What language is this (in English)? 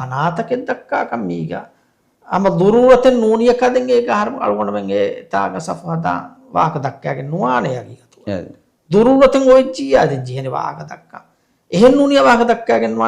Divehi